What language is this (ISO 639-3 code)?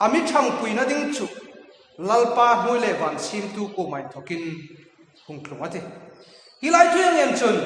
hmr